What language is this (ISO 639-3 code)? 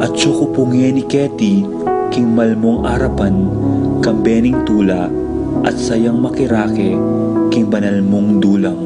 pam